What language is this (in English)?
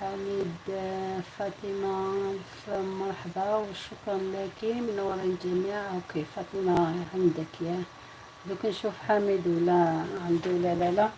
Algerian Arabic